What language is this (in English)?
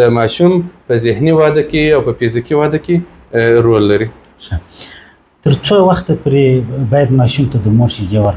Pashto